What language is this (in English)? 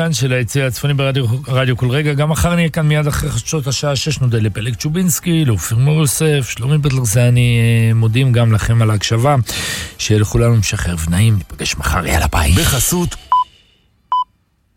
Hebrew